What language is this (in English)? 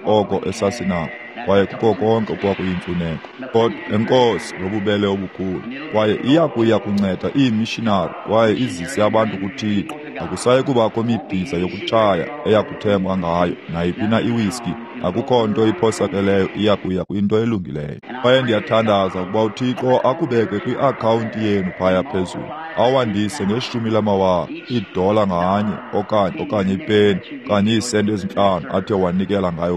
Xhosa